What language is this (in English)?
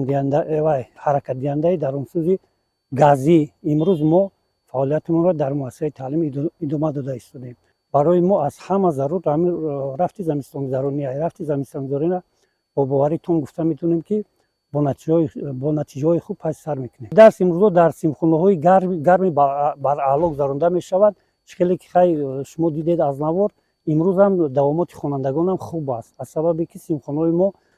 Tajik